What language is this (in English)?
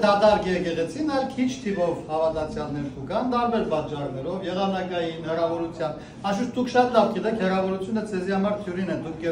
Western Armenian